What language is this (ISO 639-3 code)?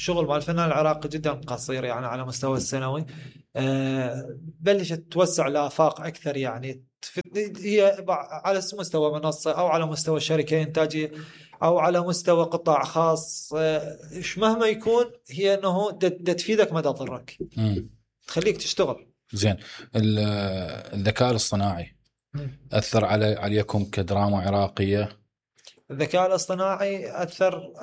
acm